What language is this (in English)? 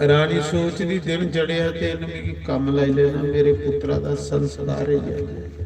Dogri